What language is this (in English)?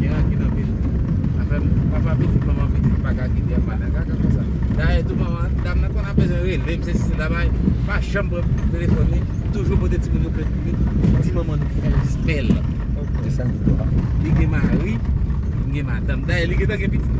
Haitian Creole